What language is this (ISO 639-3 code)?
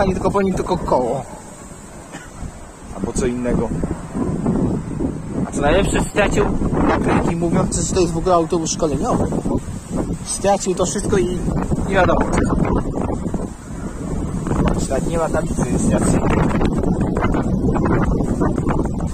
pol